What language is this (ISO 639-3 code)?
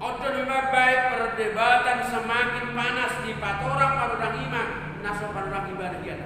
bbc